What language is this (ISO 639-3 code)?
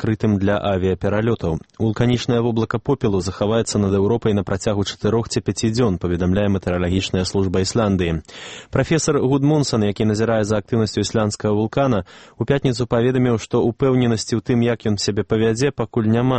bel